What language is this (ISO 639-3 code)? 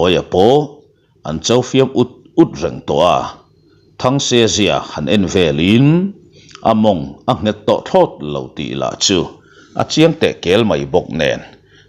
lus